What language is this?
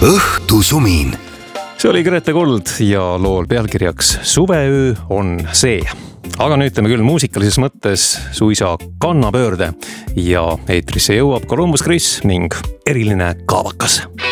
Estonian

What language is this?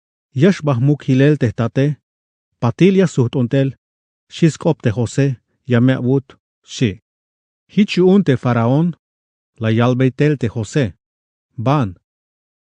Tzeltal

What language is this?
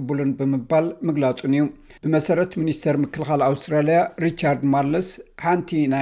Tigrinya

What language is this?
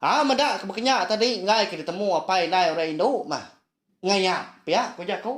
Iban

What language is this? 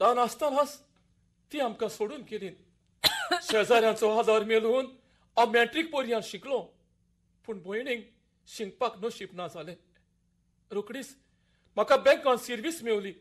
Konkani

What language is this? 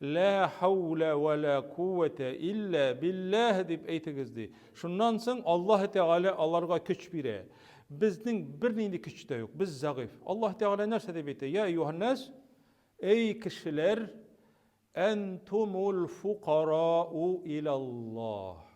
Tatar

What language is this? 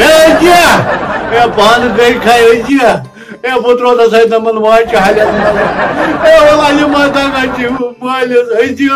Kashmiri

